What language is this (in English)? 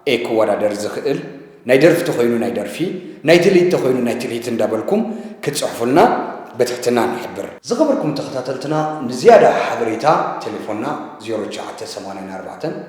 Tigrinya